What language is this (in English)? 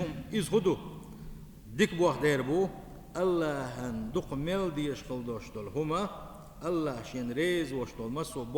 Chechen